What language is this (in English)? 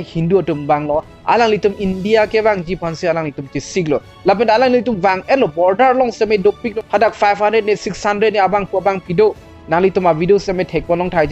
Karbi